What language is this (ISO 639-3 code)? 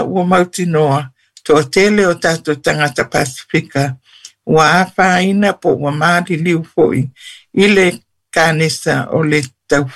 smo